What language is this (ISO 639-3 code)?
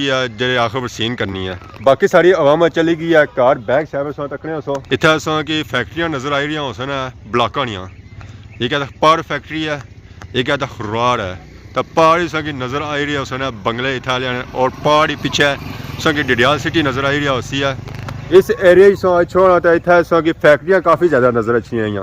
phr